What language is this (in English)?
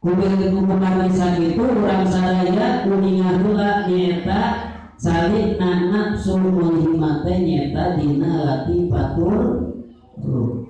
Sundanese